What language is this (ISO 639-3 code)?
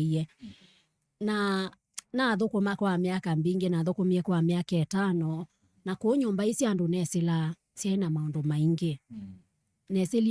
kam